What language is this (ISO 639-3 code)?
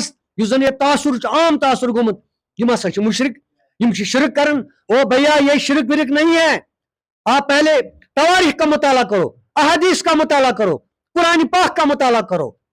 kas